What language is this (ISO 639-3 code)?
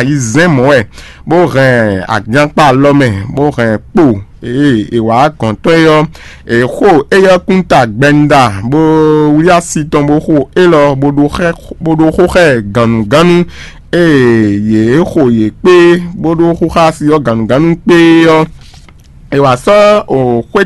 fon